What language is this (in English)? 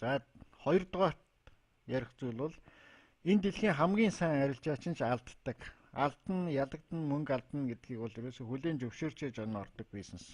Mongolian